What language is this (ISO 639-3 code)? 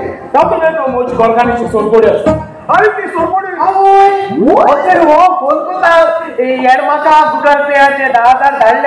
kok